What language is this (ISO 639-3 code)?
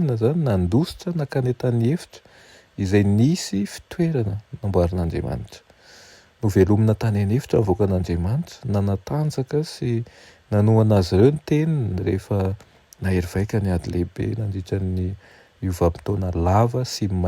mlg